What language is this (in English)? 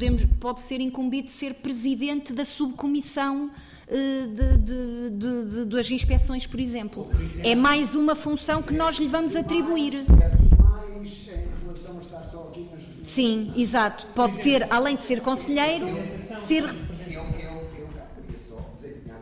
Portuguese